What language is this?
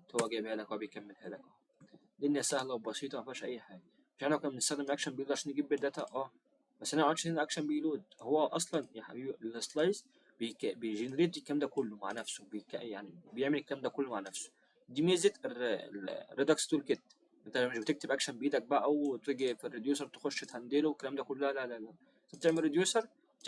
Egyptian Arabic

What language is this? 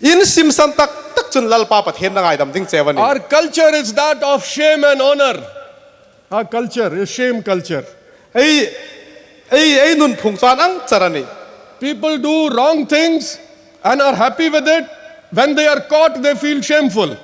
Hmar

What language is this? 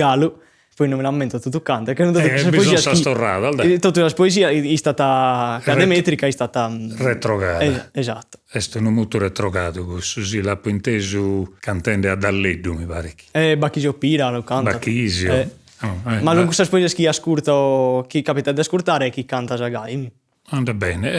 Sardinian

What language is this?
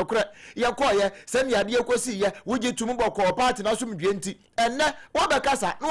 Akan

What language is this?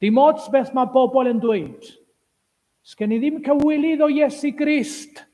Welsh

